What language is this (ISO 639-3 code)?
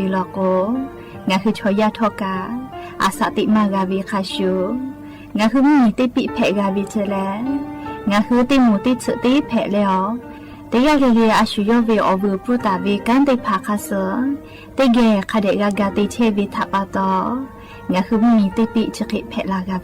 lhu